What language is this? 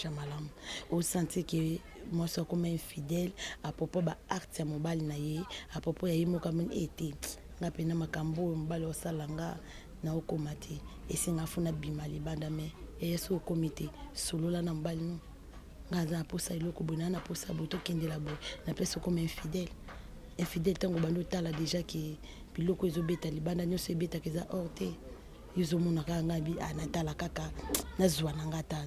Lingala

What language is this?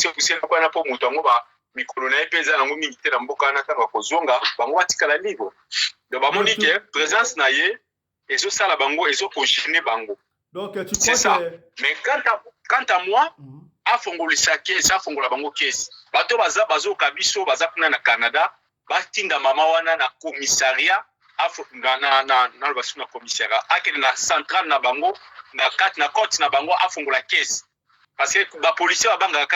Lingala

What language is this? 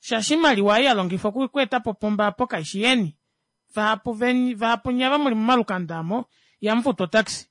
Kuanyama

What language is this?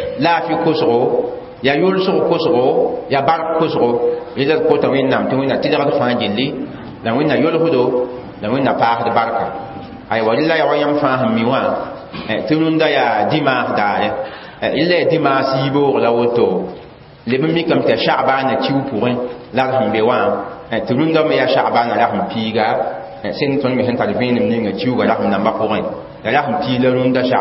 Mossi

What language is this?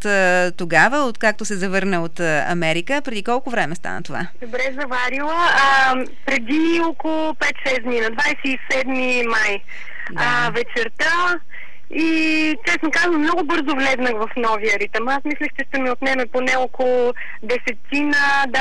Bulgarian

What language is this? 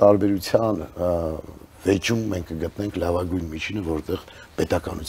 Armenian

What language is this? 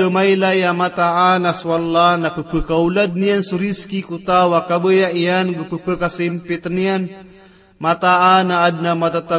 Maranao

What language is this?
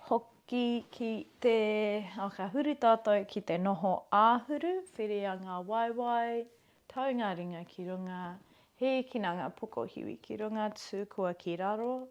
Māori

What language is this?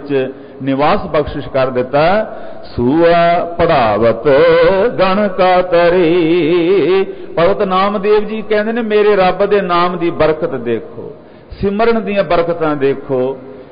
Punjabi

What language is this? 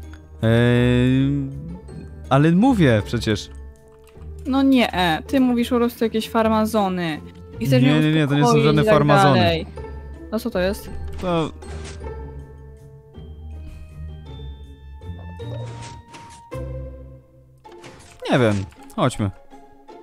Polish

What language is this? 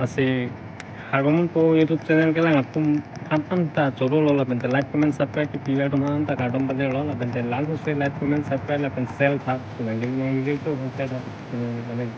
Karbi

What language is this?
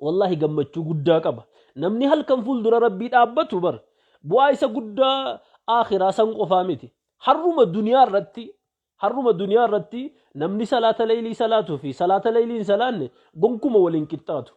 Oromo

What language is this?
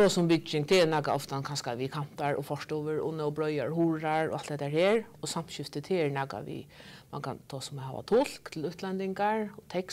Faroese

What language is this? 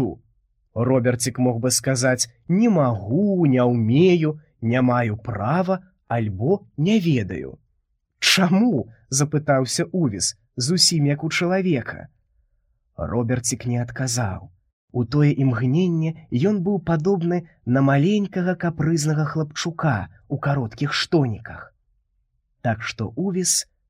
Belarusian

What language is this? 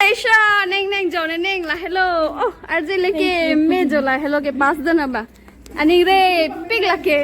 Karbi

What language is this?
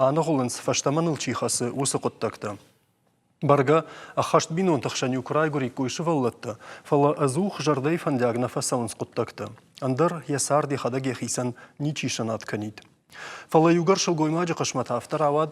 Ossetic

